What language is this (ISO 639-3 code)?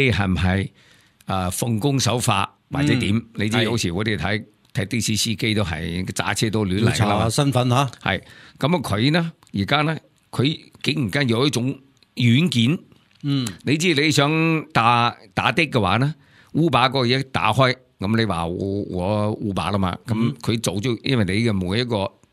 yue